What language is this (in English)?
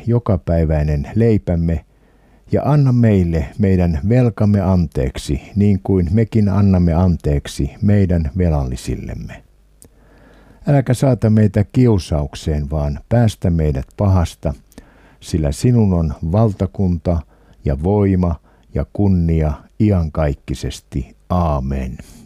Finnish